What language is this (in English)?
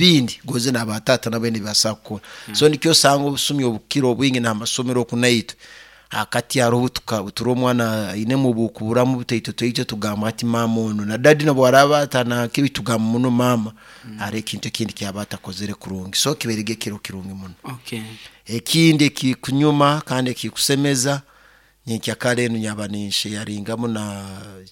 Nyoro